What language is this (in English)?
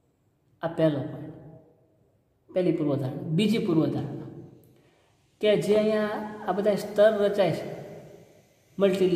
Gujarati